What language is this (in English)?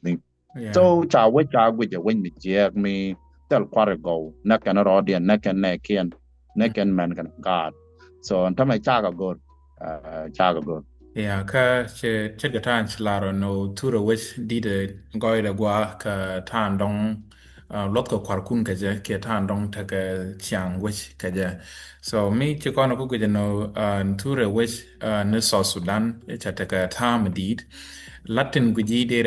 Nuer